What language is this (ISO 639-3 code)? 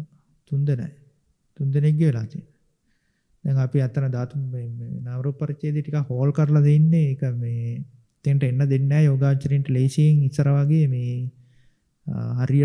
sin